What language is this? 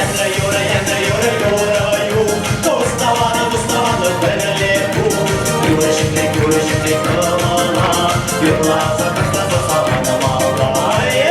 Chuvash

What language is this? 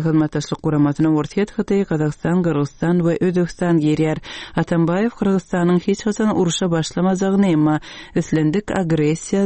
Turkmen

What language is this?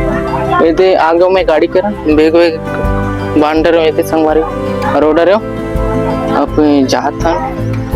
Chhattisgarhi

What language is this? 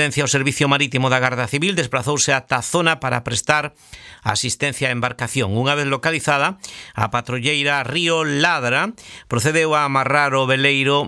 Galician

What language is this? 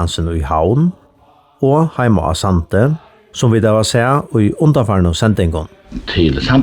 Faroese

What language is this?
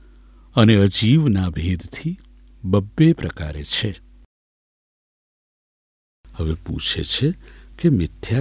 Gujarati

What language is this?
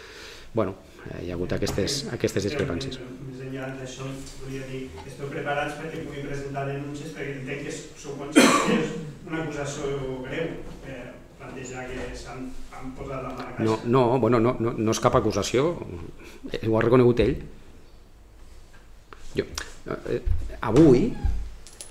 Catalan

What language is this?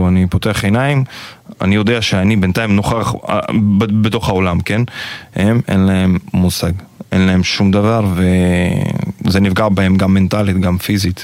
Hebrew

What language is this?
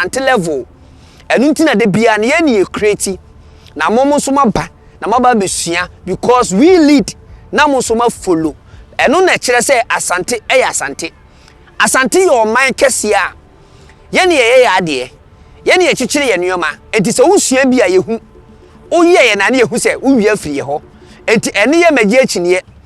Akan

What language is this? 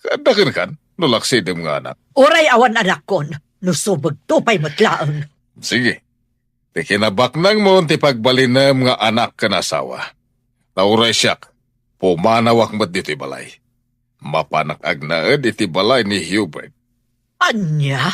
Iloko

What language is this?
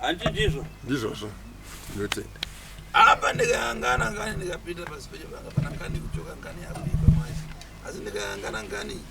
Shona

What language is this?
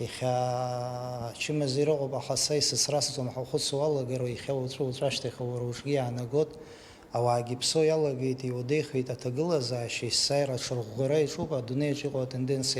Abkhazian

